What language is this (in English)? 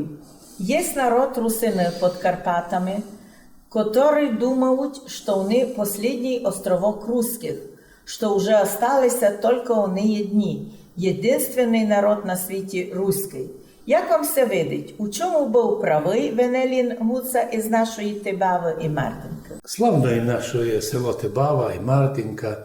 Rusyn